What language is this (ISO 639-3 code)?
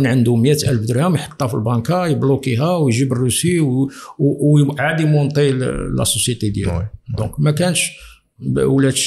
ary